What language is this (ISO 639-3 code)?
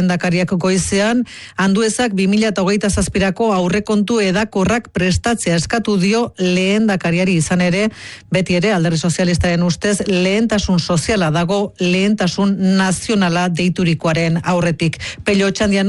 eus